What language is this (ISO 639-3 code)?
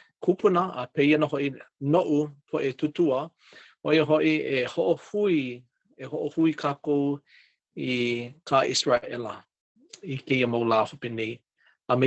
haw